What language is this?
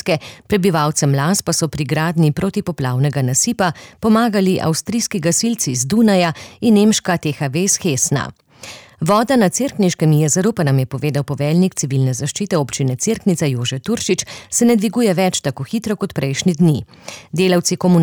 Slovenian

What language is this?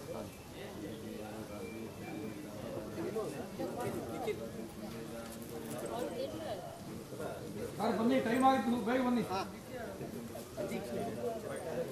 Kannada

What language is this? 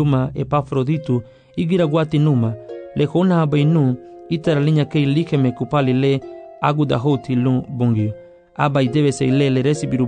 Garifuna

